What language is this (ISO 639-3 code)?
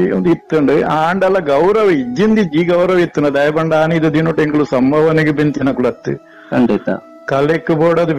tcy